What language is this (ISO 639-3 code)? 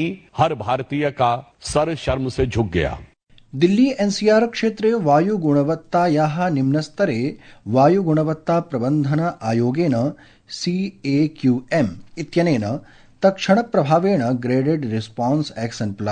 san